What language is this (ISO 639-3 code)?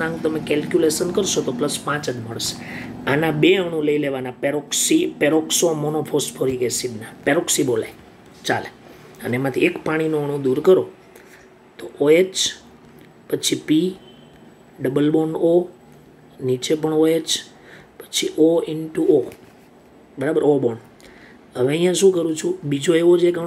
guj